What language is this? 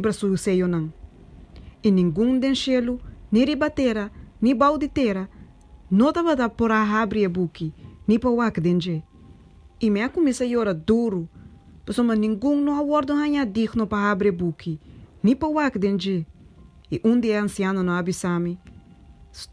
Papiamento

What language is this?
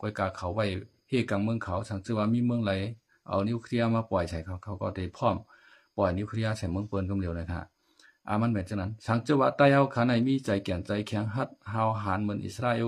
Shan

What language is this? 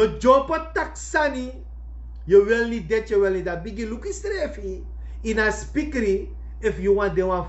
Sranan Tongo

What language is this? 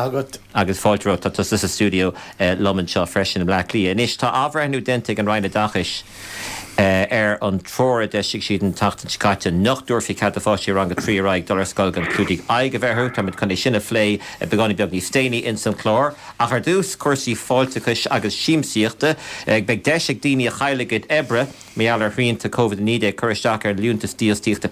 Irish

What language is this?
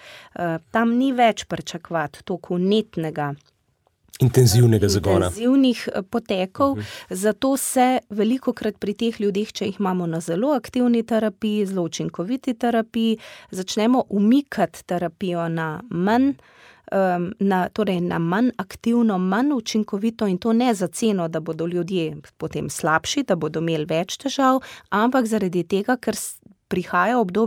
Slovenian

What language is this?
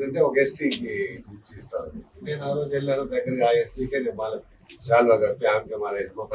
Telugu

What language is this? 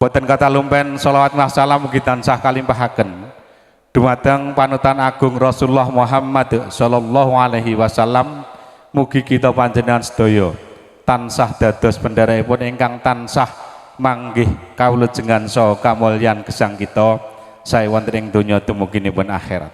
Javanese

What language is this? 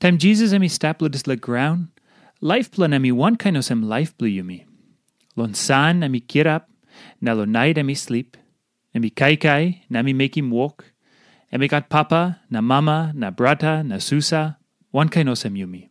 Tok Pisin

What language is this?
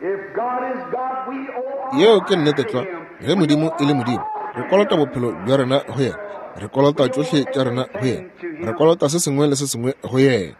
Northern Sotho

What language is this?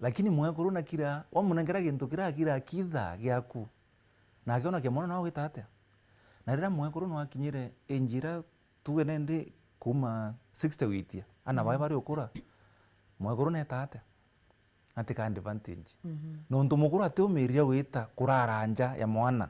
Meru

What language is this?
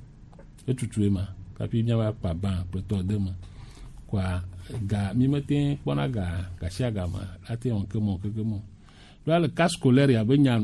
Gen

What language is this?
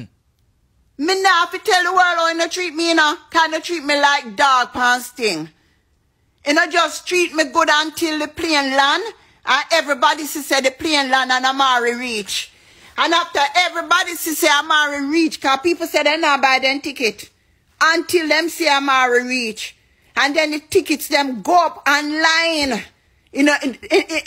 Jamaican Creole English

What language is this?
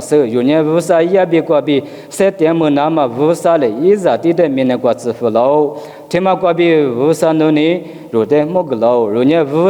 Lisu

